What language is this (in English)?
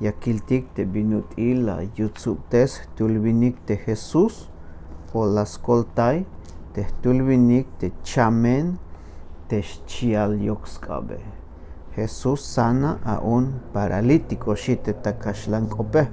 Tzeltal